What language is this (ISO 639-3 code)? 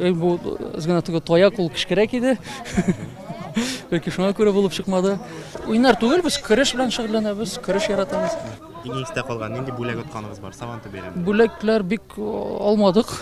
tat